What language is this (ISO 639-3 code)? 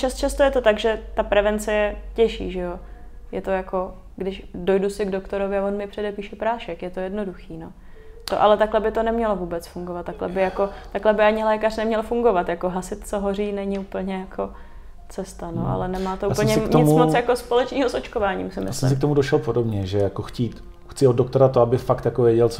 ces